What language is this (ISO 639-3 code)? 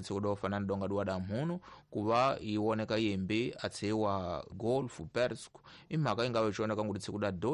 tso